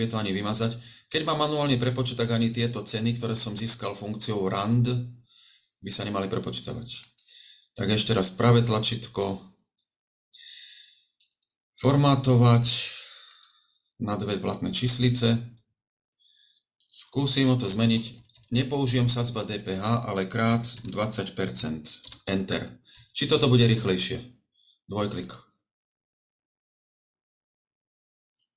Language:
Slovak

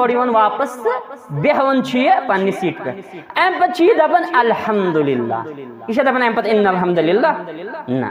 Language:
Kashmiri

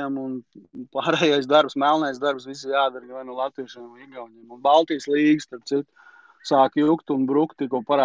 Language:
Latvian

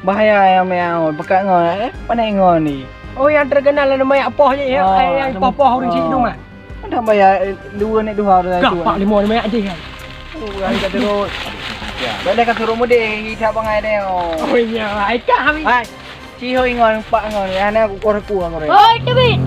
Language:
Achinese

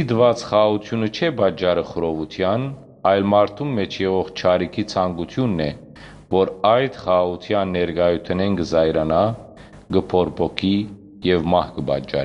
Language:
Western Armenian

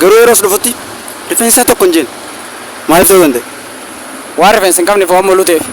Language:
Oromo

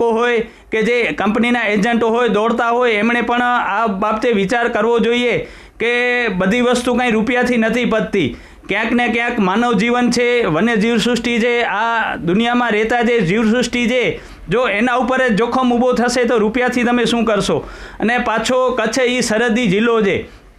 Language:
Gujarati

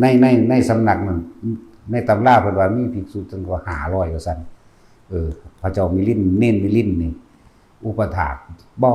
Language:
Northeastern Thai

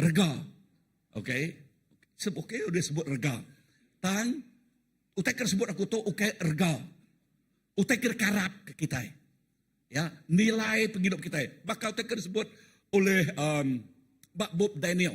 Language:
Iban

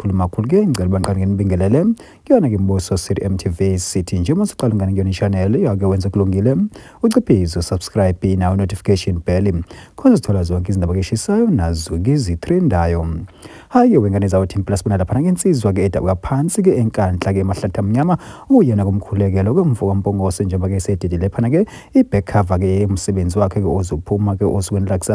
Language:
Zulu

